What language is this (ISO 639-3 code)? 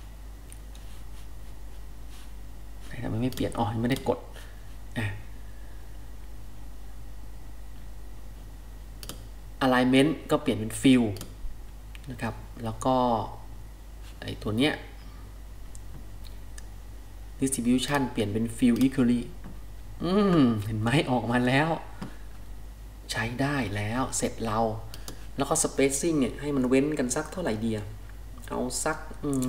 tha